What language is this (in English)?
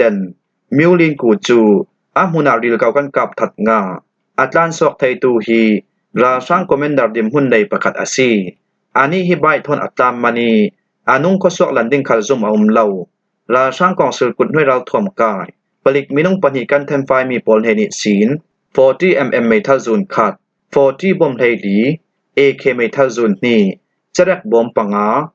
Falam Chin